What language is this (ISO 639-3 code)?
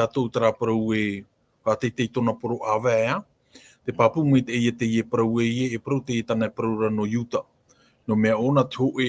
tah